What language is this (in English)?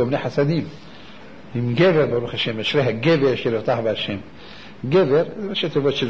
Hebrew